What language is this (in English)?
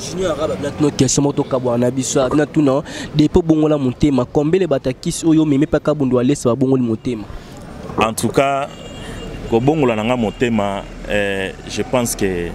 Lingala